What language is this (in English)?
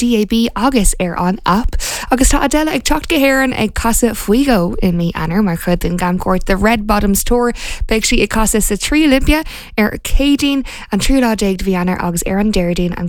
Irish